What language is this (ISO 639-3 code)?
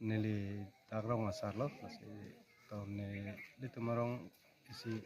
mjw